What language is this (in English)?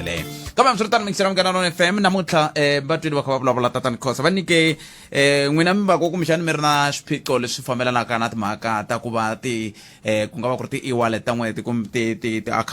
Tsonga